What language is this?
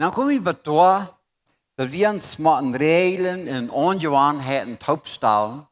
Plautdietsch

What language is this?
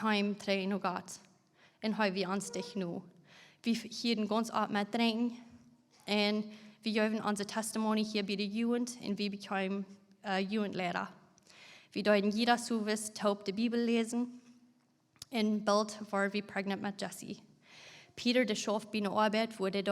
Plautdietsch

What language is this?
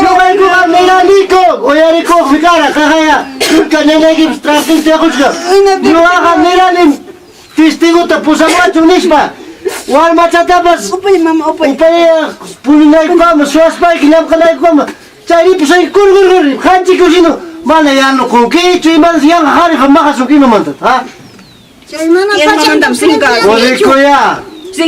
Ayacucho Quechua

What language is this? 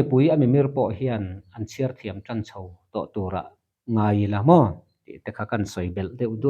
Mizo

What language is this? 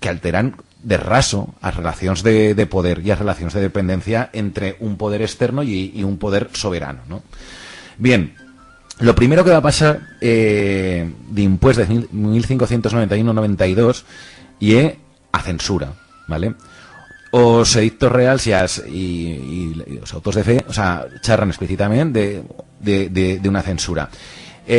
Aragonese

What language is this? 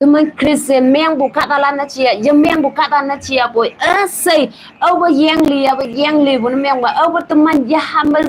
Konyak Naga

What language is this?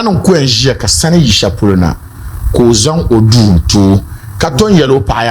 Dagbani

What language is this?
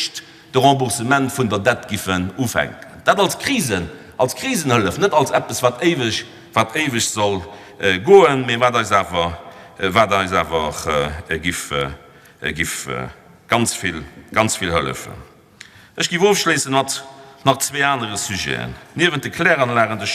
Luxembourgish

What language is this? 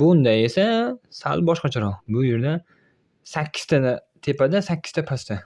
Uzbek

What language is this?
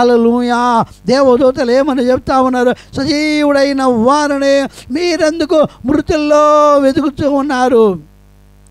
Telugu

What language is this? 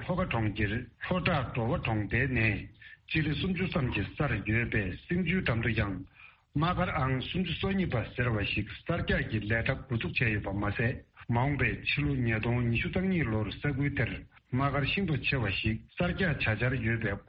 Tibetan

